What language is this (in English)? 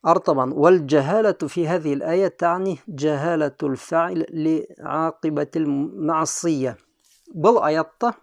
Bashkir